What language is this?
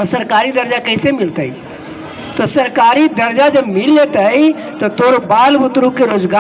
Magahi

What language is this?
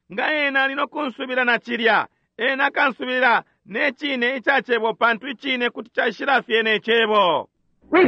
Bemba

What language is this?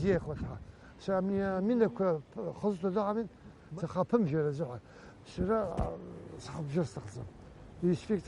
Abkhazian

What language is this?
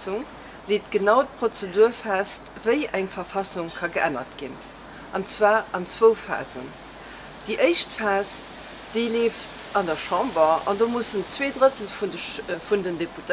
Luxembourgish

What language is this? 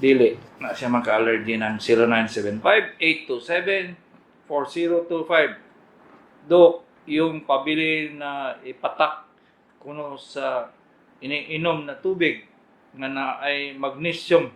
Cebuano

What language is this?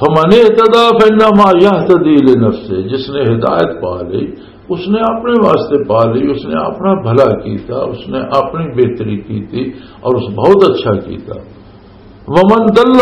Western Panjabi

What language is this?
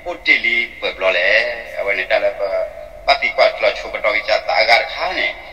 S'gaw Karen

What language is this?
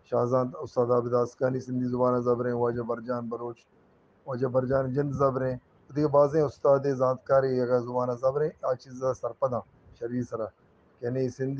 Eastern Balochi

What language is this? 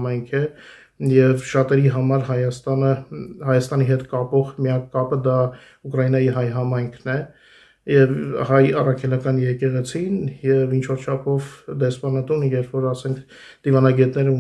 Armenian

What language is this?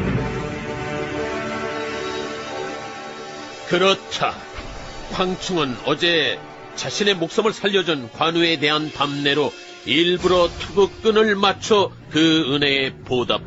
Korean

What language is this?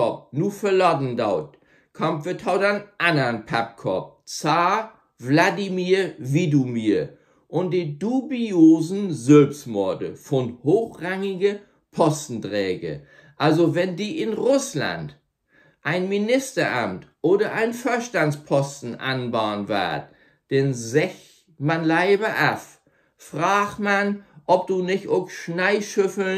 Low German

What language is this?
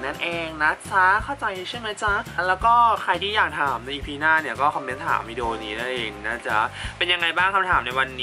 Thai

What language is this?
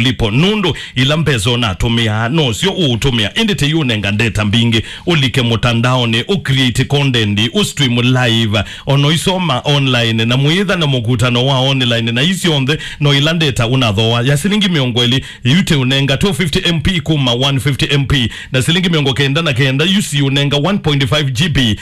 Kamba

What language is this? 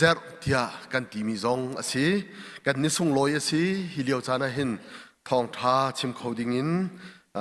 Hakha Chin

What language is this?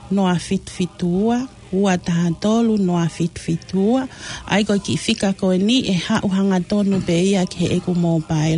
Tongan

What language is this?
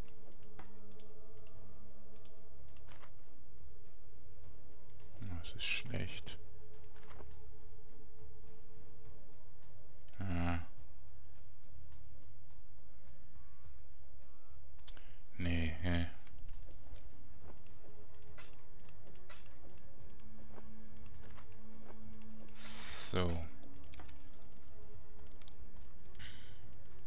German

